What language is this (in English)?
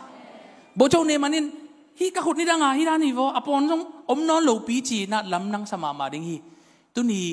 Tedim Chin